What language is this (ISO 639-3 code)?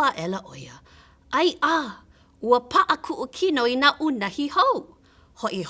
haw